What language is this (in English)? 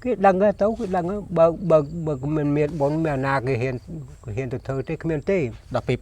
Khmer